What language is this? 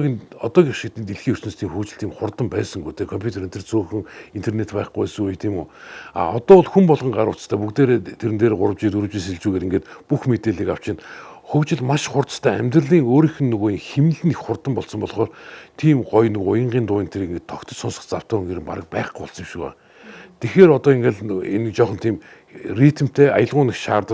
Mongolian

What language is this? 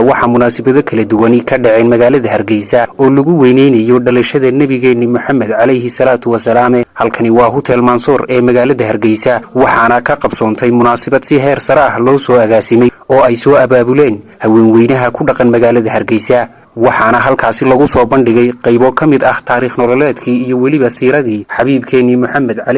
Somali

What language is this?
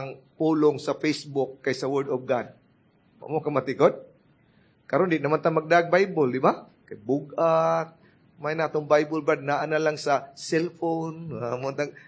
Cebuano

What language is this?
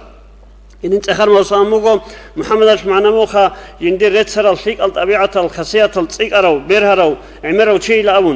Avaric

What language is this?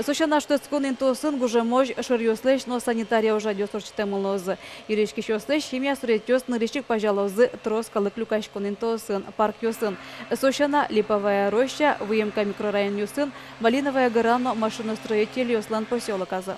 Udmurt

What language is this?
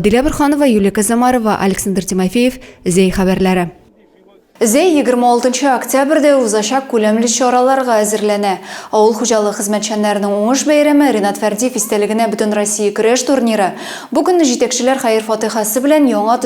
Tatar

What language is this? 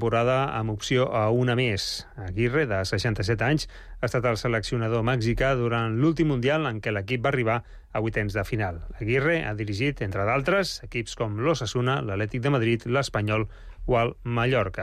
Catalan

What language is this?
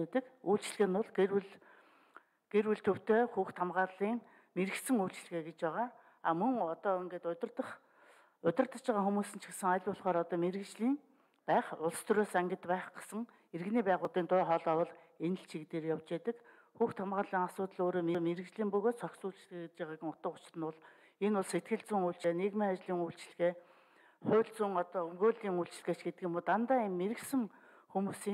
Mongolian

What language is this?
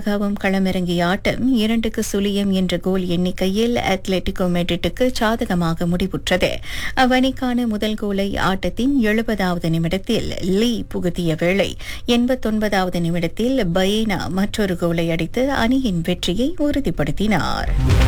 Tamil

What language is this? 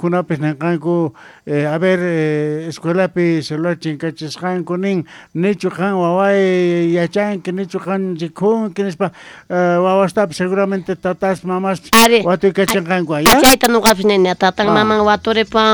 South Bolivian Quechua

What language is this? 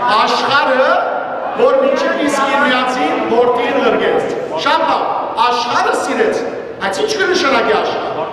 Western Armenian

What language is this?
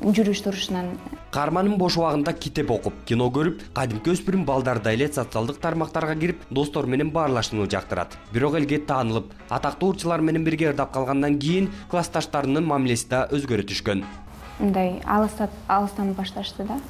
Kyrgyz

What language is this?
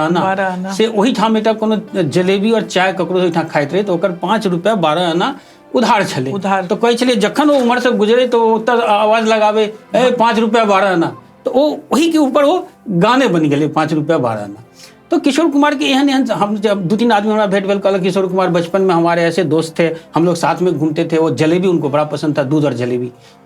Maithili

